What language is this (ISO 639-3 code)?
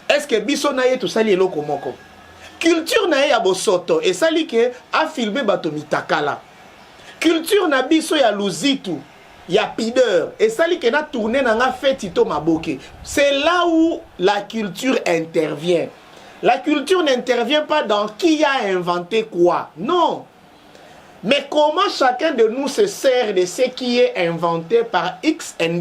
lin